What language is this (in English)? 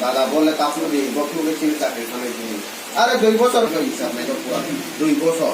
Kok Borok